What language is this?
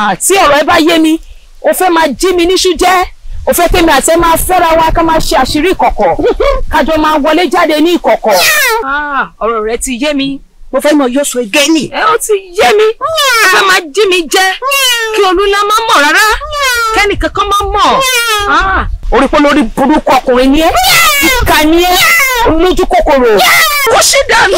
Yoruba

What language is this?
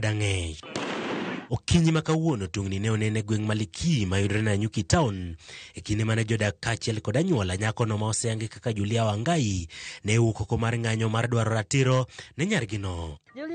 Luo (Kenya and Tanzania)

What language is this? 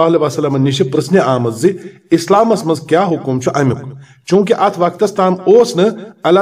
Kashmiri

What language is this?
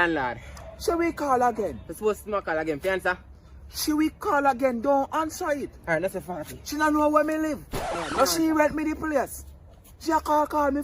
Jamaican Creole English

